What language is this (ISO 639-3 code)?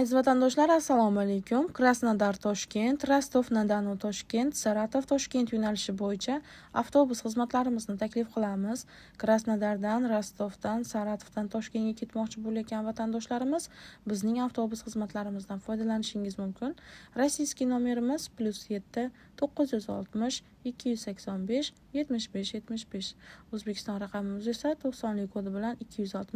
uzb